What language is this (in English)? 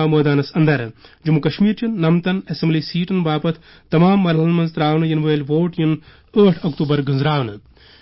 Kashmiri